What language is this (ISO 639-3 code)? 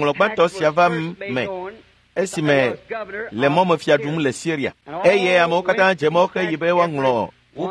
ewe